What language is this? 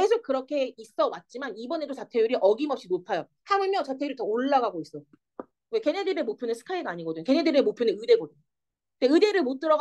Korean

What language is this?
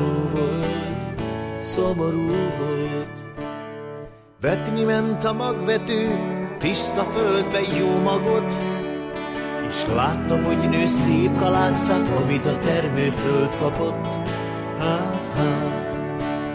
Hungarian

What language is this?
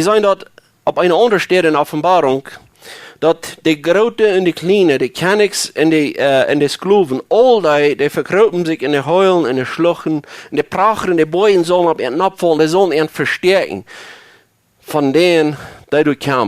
Plautdietsch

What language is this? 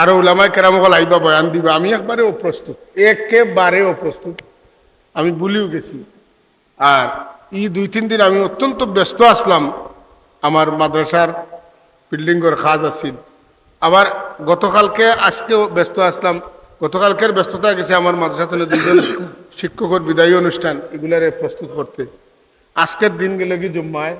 Sylheti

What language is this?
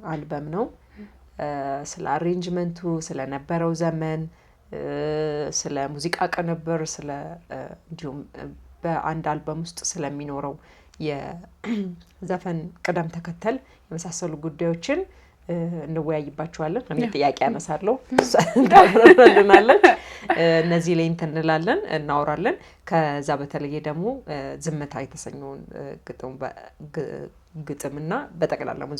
Amharic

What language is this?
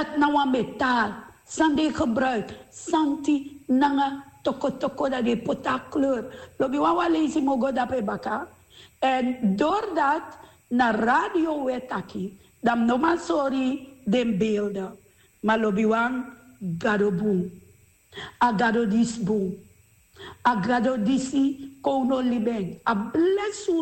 Sranan Tongo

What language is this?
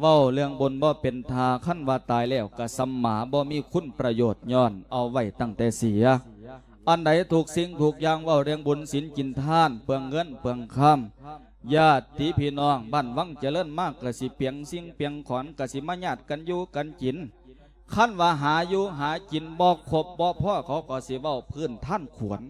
Lao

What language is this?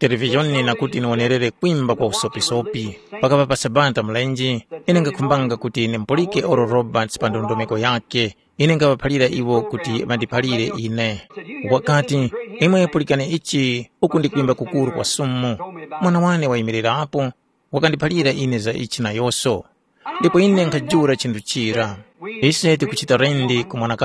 Tumbuka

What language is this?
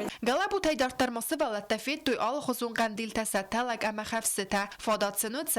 Ossetic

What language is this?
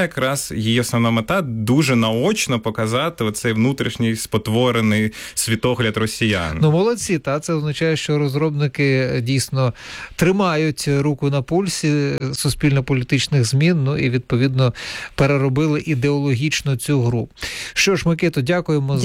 Ukrainian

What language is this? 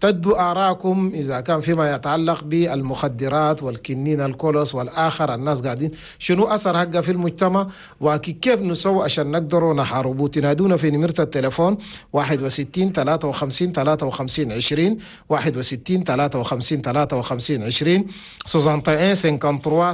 Chadian Arabic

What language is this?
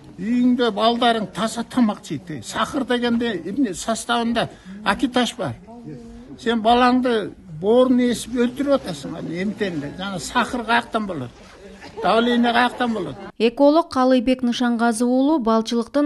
Kyrgyz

